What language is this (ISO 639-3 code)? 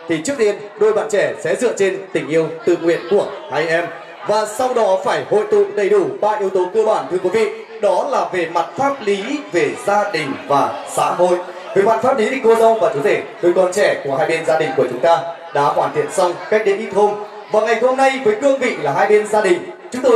vie